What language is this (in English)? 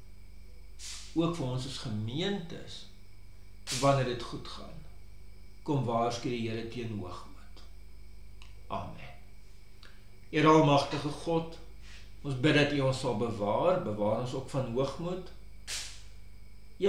Afrikaans